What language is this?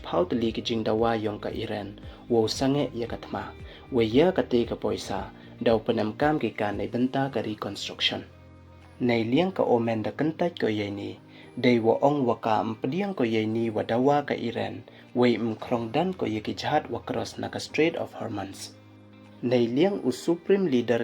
Pnar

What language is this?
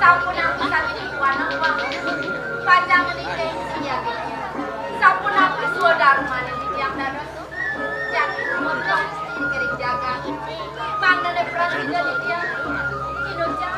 Balinese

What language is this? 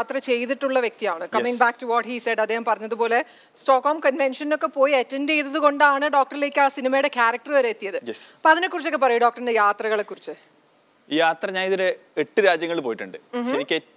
Malayalam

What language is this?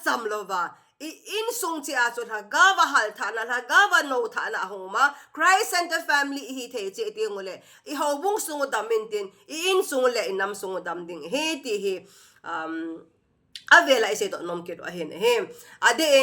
Thado Chin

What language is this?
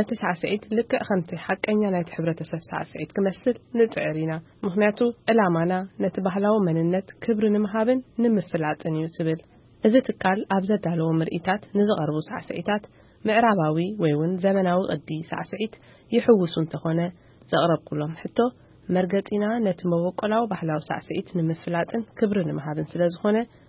Tigrinya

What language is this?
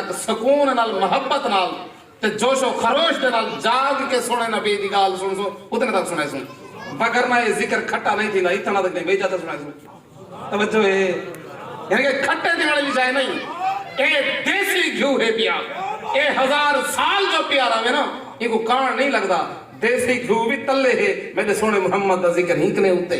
Saraiki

